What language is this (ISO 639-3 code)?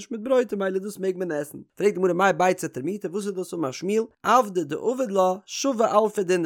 yid